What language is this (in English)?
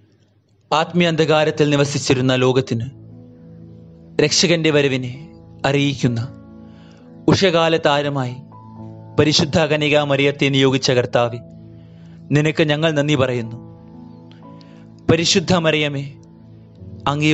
Malayalam